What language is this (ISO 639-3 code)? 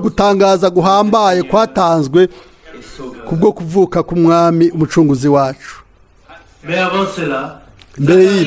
run